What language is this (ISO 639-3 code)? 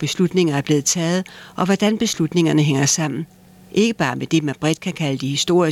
dan